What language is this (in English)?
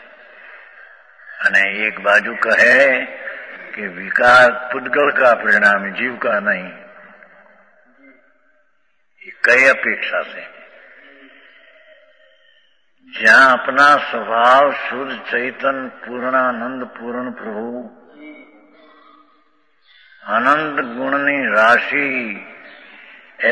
Hindi